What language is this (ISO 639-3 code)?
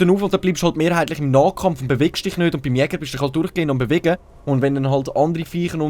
gsw